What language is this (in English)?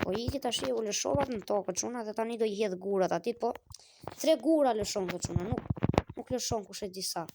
Albanian